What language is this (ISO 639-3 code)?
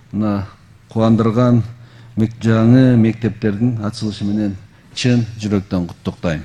kir